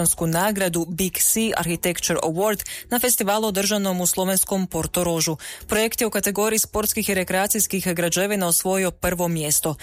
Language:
Croatian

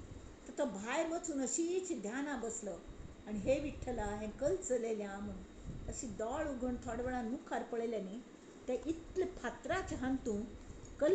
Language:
Konkani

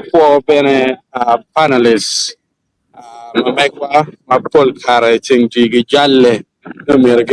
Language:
Acoli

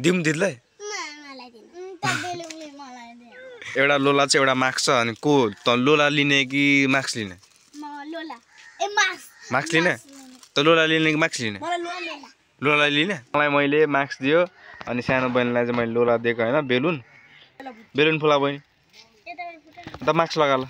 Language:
Nepali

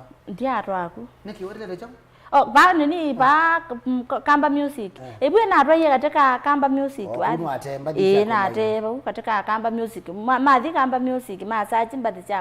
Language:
Kamba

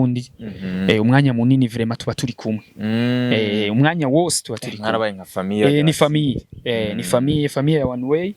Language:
Rundi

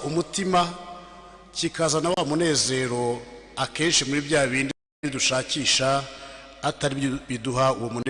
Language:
Kinyarwanda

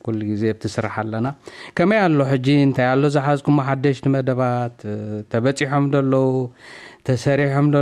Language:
Tigrinya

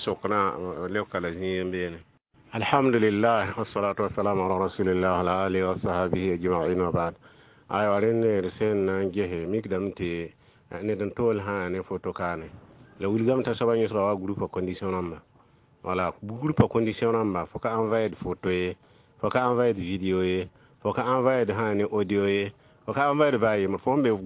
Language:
Mossi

